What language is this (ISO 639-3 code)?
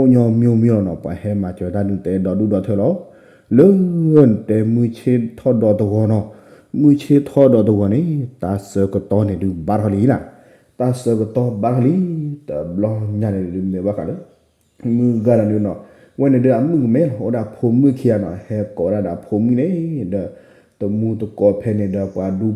ksw